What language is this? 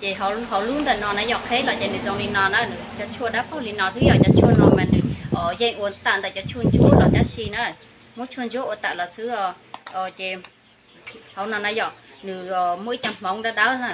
Hmong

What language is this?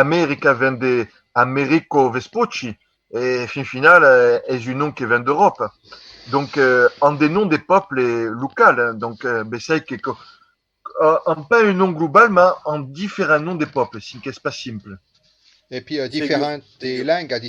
Occitan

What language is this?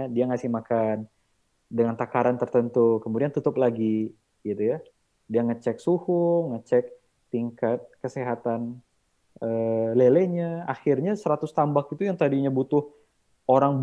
Indonesian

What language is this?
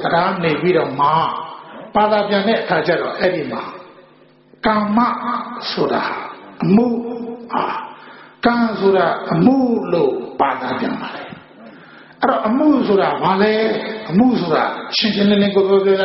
Burmese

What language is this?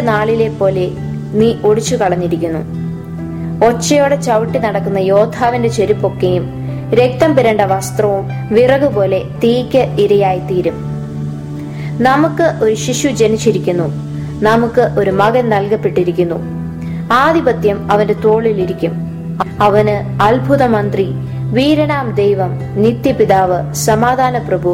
Malayalam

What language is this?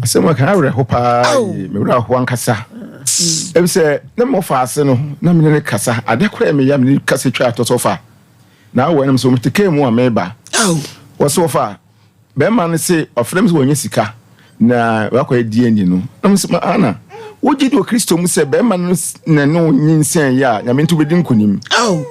Akan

